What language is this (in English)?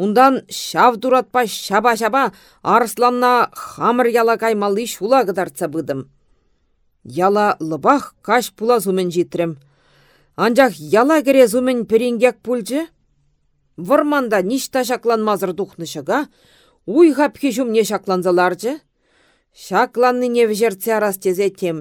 Chuvash